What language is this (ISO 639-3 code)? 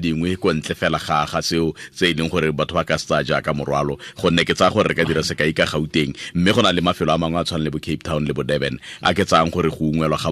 tsn